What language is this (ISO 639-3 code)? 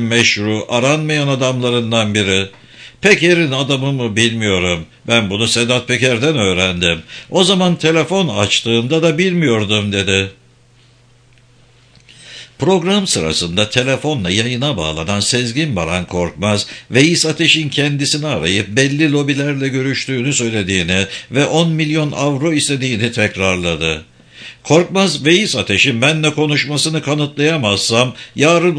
tur